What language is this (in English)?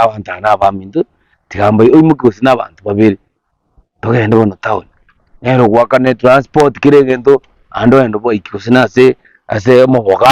Gusii